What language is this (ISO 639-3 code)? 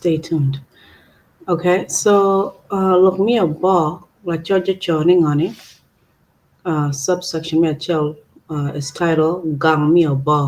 ach